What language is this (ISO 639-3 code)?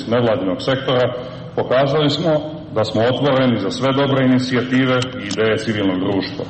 hrv